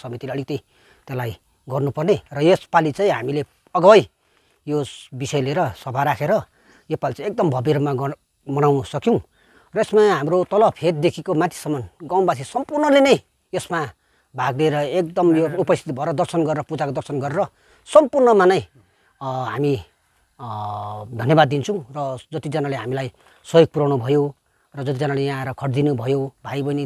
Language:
Nepali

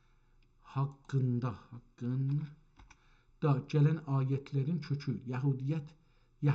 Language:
South Azerbaijani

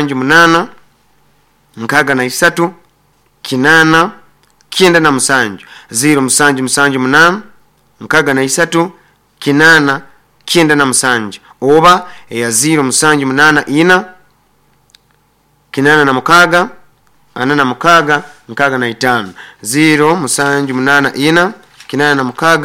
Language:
Nyoro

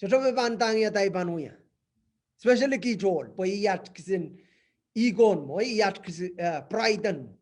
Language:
Pohnpeian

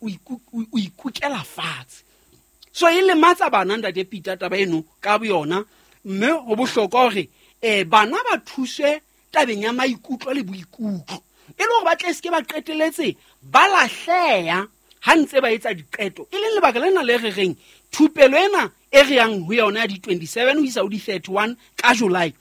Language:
Southern Sotho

